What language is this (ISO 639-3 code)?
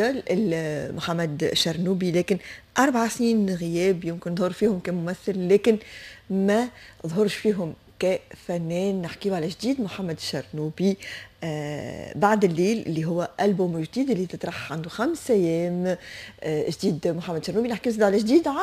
aeb